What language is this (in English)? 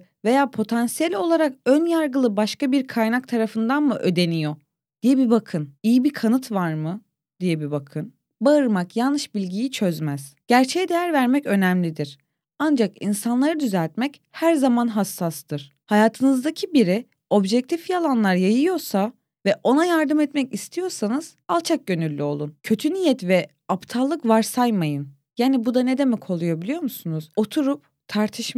Turkish